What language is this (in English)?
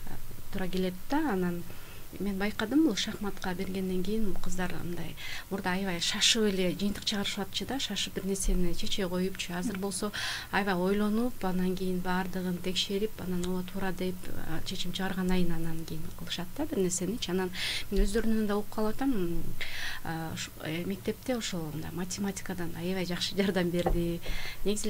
Kyrgyz